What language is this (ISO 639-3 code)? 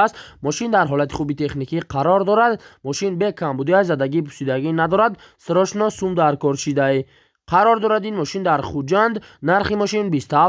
tgk